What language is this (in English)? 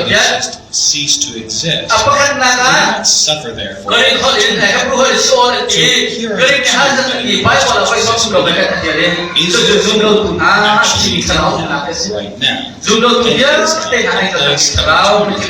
Hakha Chin